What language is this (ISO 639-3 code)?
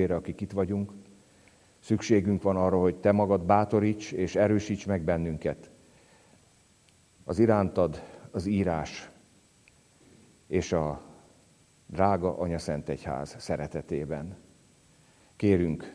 hun